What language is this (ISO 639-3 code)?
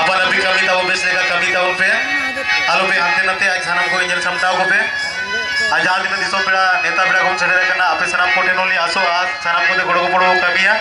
sat